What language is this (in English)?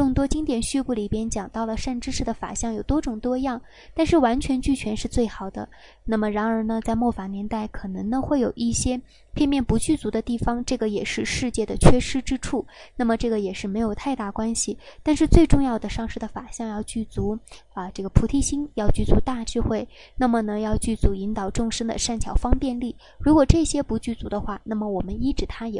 Chinese